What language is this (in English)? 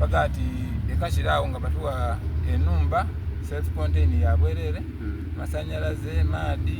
Soga